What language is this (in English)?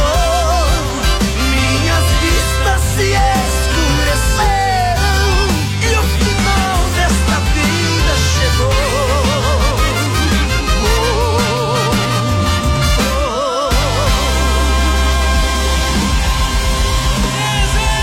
Portuguese